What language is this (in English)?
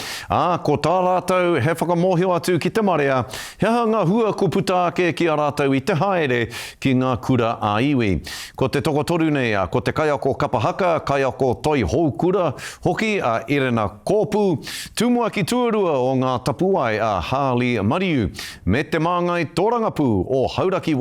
Māori